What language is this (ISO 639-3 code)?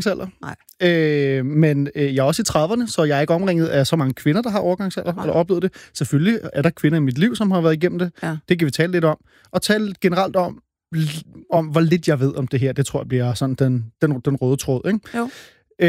dan